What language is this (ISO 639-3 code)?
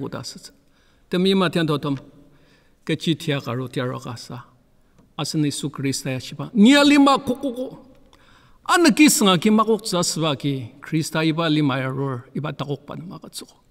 njo